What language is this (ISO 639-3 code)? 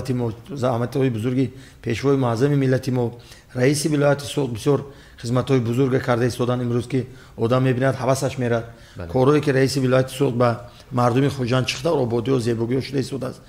tgk